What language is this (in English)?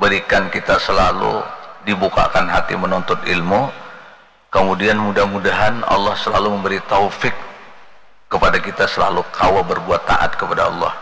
Banjar